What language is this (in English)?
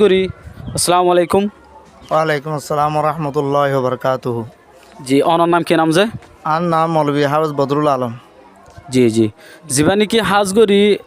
Rohingya